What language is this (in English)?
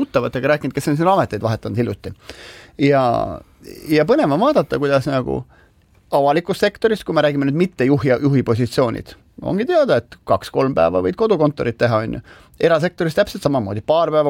Estonian